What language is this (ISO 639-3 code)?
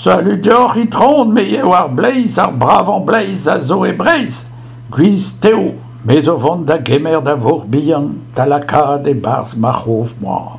bre